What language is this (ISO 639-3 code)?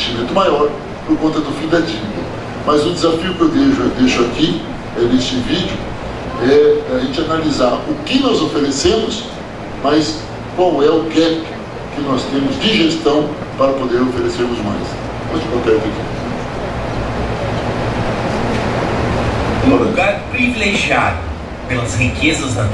por